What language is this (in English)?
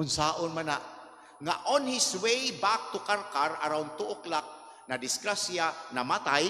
Cebuano